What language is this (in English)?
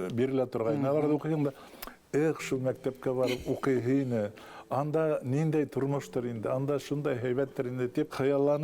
Bashkir